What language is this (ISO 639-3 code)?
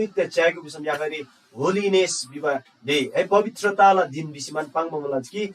taj